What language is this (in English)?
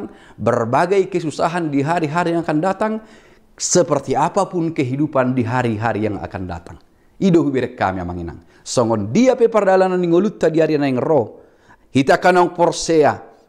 Batak Toba